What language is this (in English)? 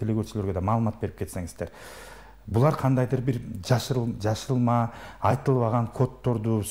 Kyrgyz